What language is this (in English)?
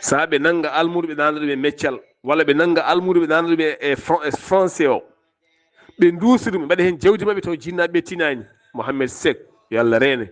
Fula